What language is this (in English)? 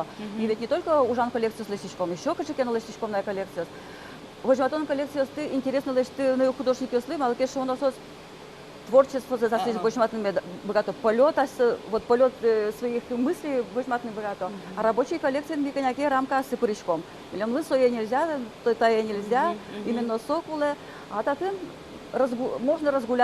Udmurt